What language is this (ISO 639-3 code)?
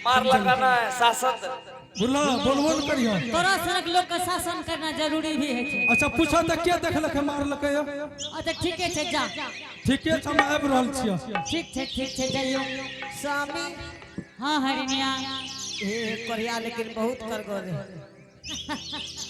anp